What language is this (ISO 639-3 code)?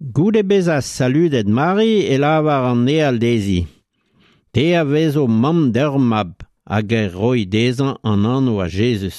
bre